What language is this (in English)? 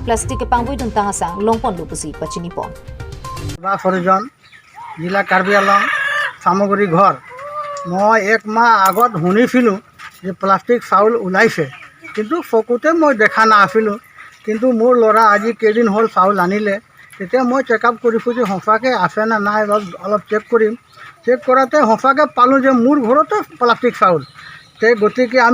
Karbi